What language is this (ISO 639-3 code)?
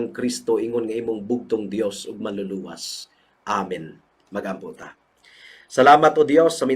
ceb